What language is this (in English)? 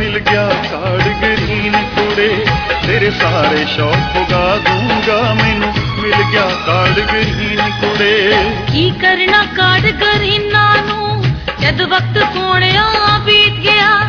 Punjabi